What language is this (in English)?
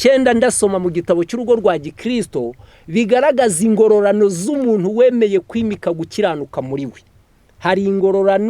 Kinyarwanda